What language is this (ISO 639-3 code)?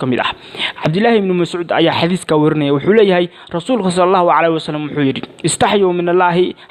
som